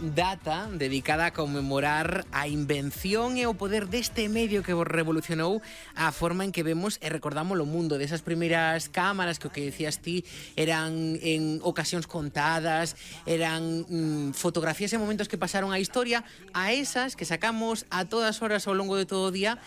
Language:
Galician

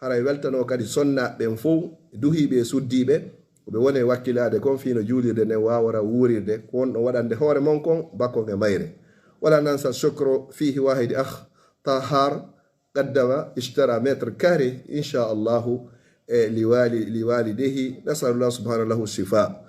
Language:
Pular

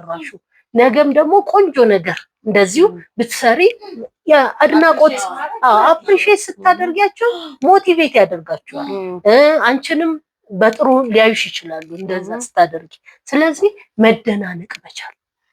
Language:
Amharic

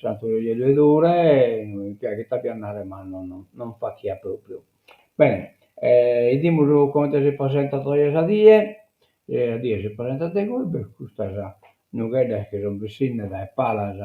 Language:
Sardinian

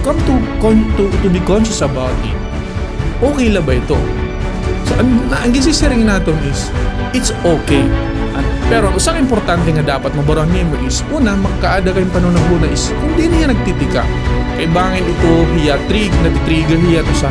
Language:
Waray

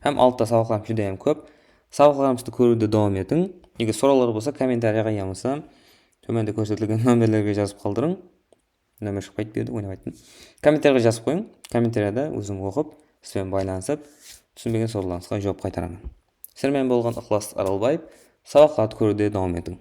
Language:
Kara-Kalpak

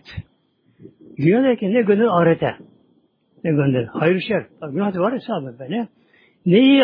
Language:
Turkish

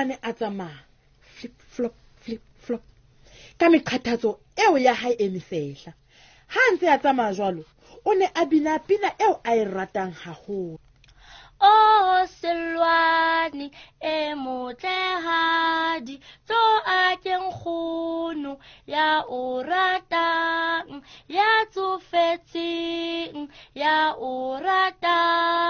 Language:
Southern Sotho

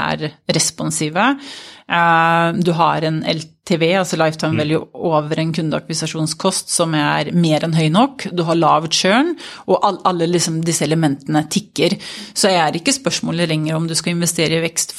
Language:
Norwegian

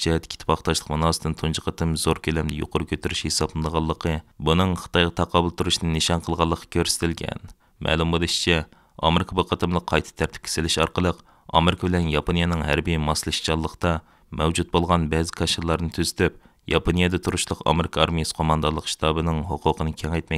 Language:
Uyghur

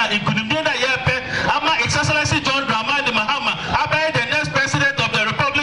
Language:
Akan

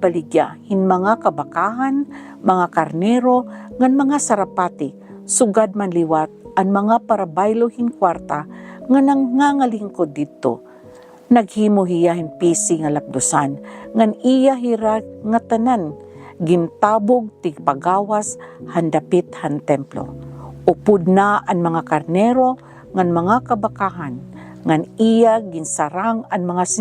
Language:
Waray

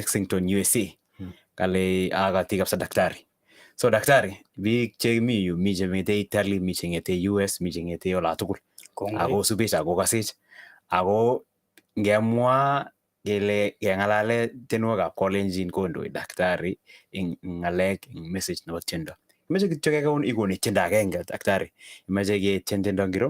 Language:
Kalenjin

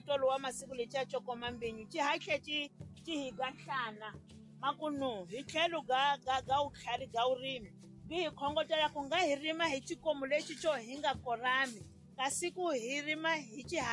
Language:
Tsonga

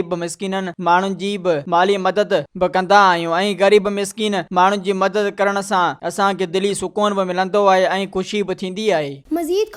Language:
Sindhi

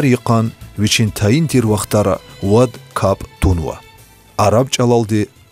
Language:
Lezghian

